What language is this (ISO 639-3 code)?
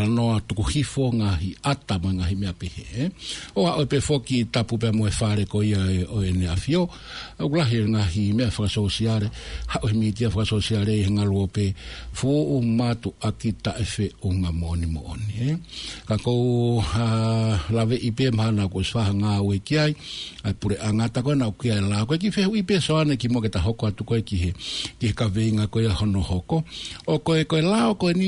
ton